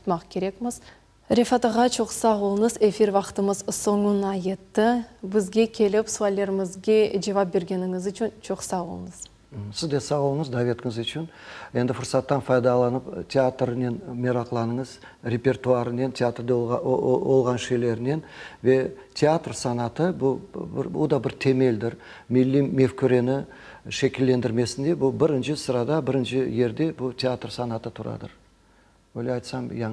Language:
Crimean Tatar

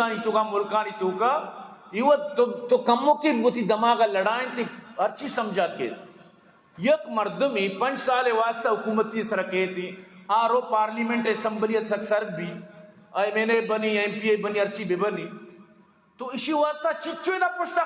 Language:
Eastern Balochi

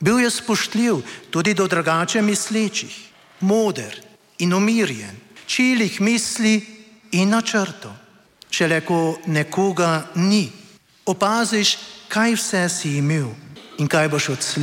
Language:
Slovenian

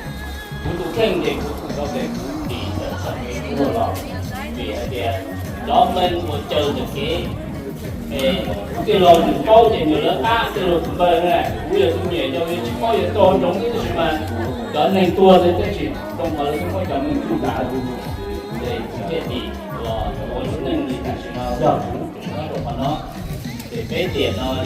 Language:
Hmong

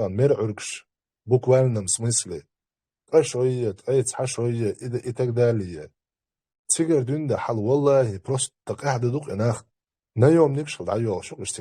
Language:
Chechen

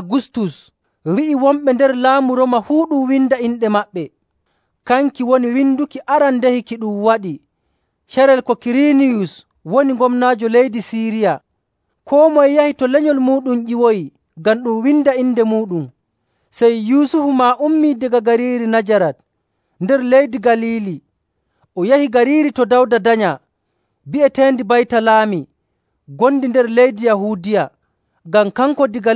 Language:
Nigerian Fulfulde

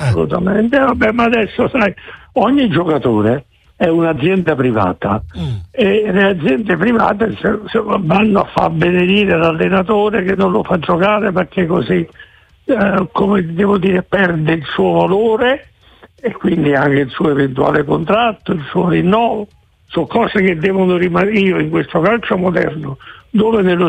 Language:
Italian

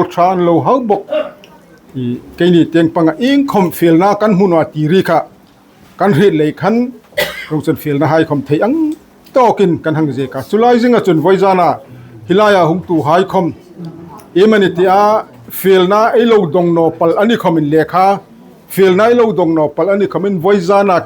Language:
Hmar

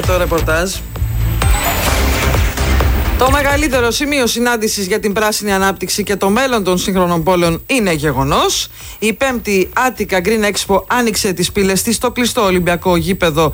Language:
Greek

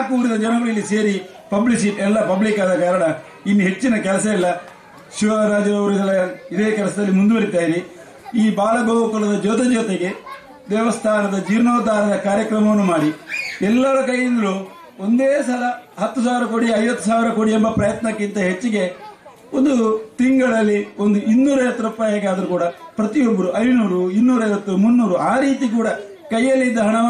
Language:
Kannada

